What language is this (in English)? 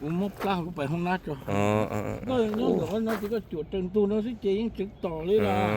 Hmong